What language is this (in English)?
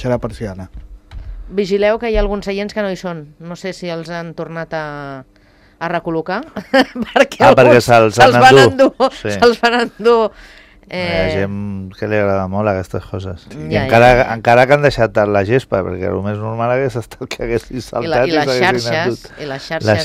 Catalan